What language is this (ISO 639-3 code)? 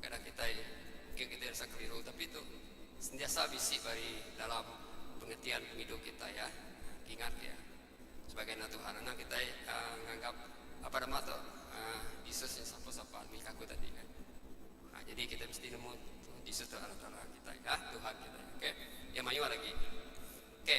iba